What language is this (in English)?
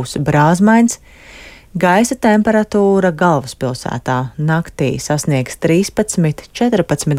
Latvian